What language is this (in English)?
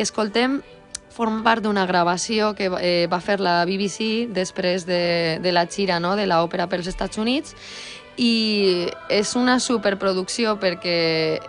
Catalan